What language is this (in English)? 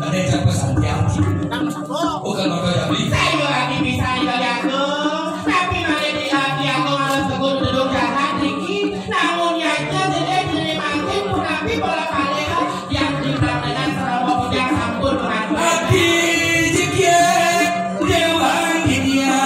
Balinese